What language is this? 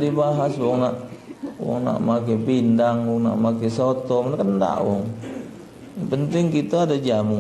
Musi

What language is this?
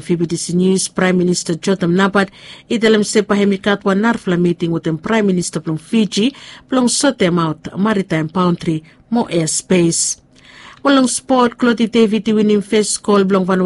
Bislama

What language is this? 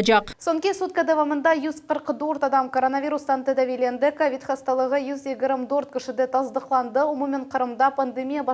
Crimean Tatar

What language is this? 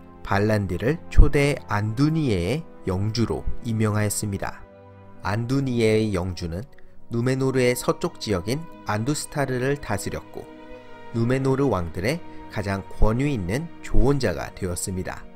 Korean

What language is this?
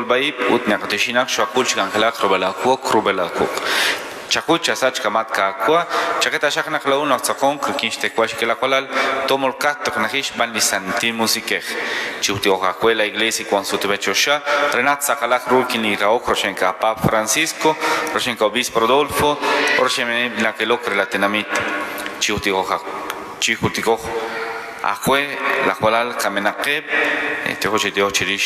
Kekchí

